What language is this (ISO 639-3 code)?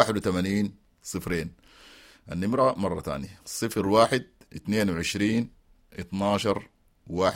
apd